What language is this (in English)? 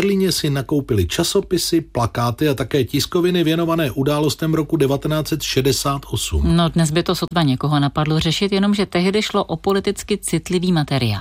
Czech